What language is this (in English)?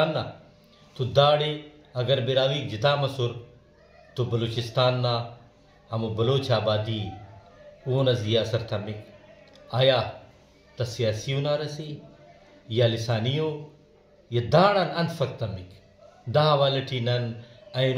Brahui